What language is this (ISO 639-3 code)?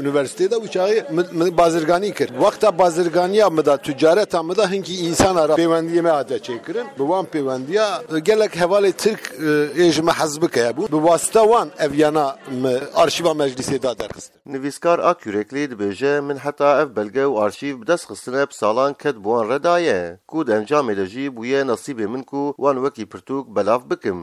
kur